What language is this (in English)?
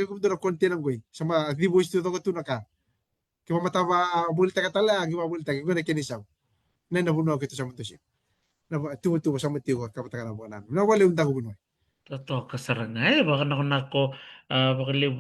Fijian